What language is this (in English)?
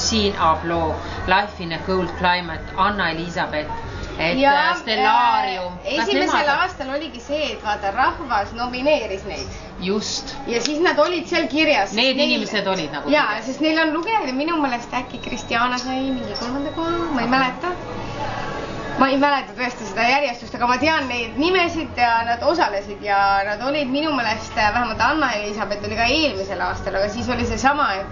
Estonian